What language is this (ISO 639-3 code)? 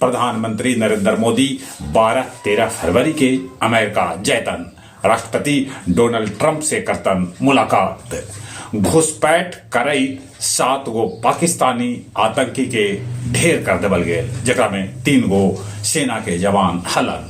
mag